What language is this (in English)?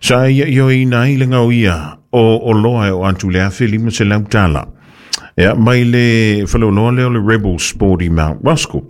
Samoan